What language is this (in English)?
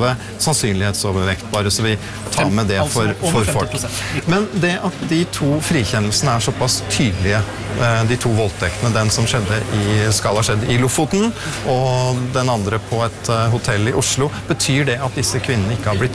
Norwegian